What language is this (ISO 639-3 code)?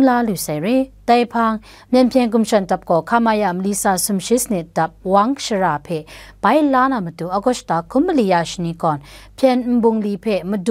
kac